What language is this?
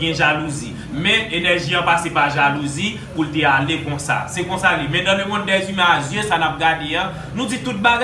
Haitian Creole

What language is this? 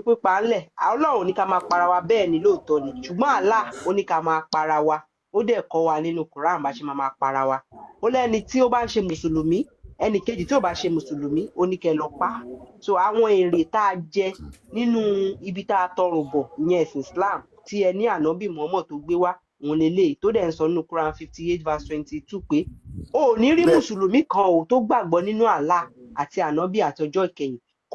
Yoruba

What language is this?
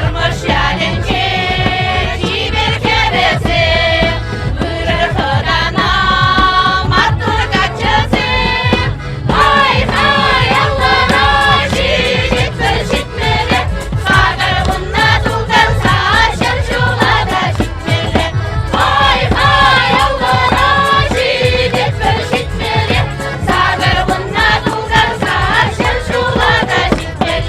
Chuvash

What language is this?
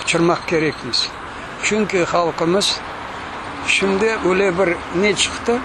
Crimean Tatar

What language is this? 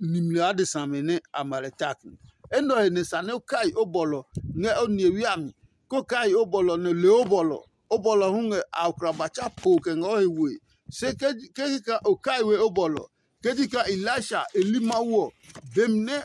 Adangme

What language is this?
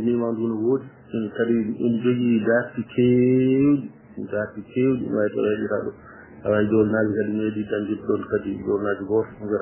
Fula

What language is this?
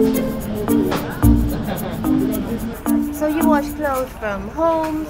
Thai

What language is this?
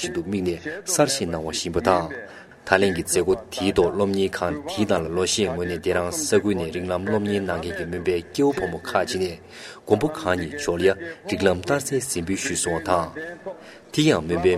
Tibetan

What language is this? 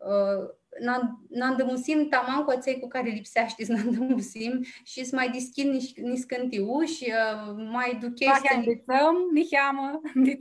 Aromanian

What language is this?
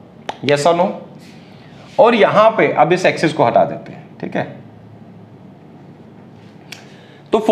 Hindi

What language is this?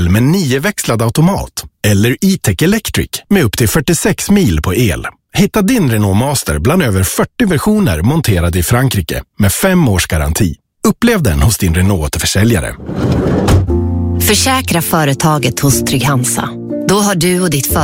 Swedish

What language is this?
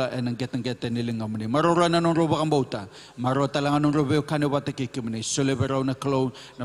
Fijian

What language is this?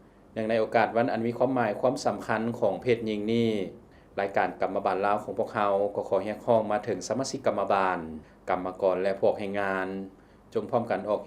Lao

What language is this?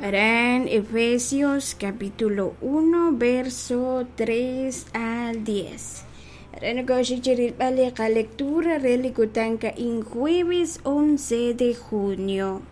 Kekchí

